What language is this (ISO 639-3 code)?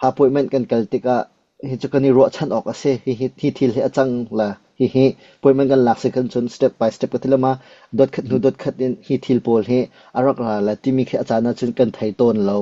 cnh